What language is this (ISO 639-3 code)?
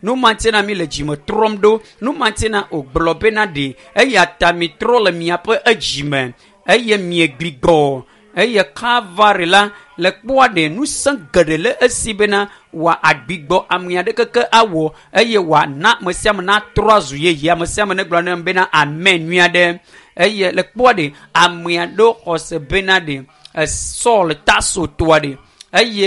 ewe